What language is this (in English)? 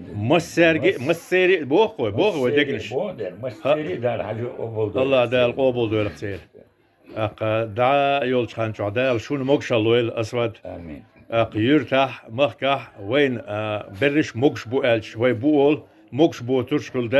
Chechen